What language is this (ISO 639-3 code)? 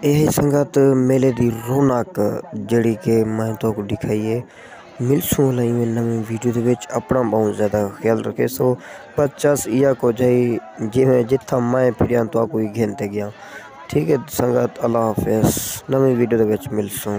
skr